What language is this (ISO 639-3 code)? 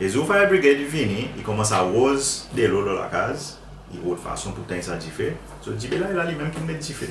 crs